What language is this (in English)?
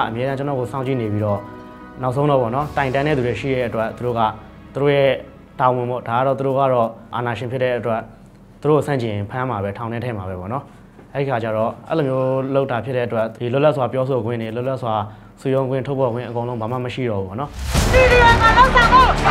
Burmese